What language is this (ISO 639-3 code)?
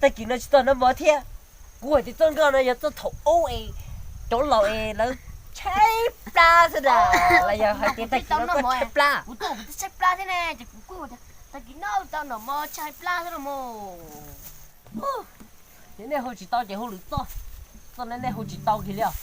hmn